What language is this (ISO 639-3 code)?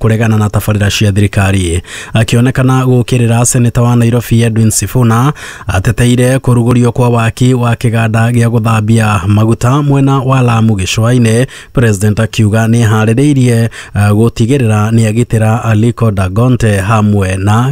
kik